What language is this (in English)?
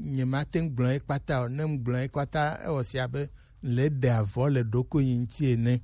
Gen